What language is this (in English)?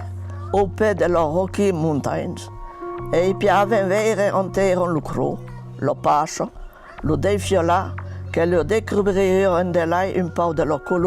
Occitan